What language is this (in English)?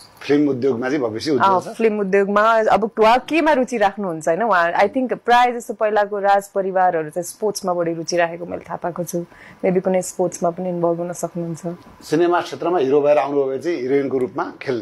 Nepali